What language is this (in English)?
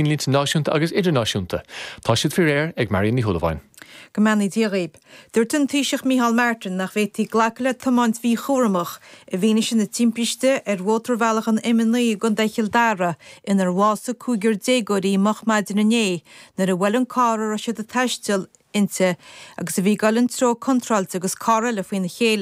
Irish